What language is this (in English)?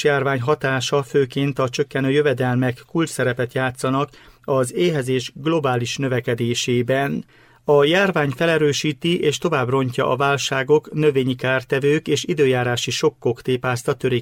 Hungarian